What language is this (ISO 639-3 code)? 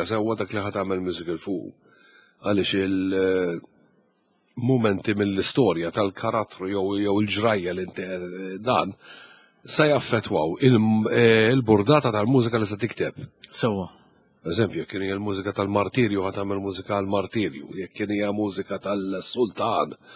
mlt